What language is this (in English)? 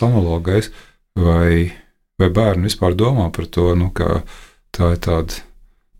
Latvian